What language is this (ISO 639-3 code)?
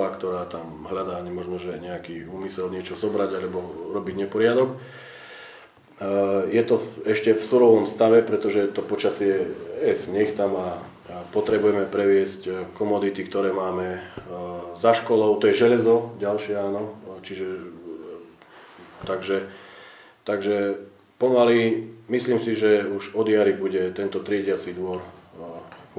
slk